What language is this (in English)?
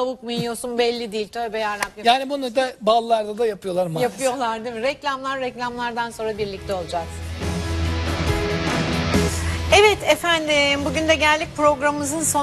Turkish